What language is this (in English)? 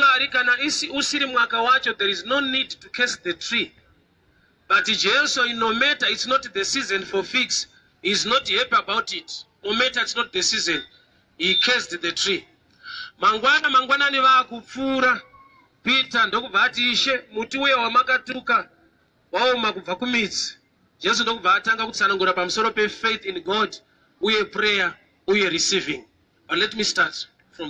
Shona